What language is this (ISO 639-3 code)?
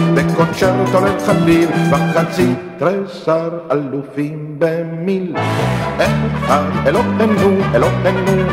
heb